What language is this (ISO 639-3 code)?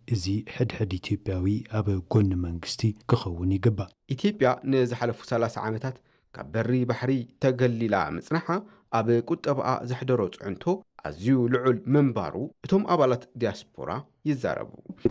tir